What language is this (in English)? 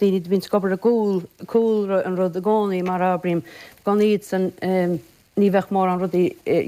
Irish